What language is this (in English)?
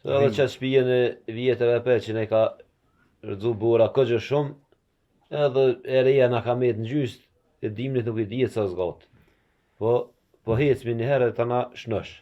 Albanian